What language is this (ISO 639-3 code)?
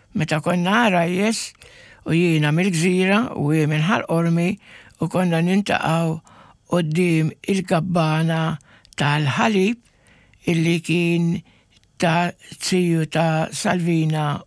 mlt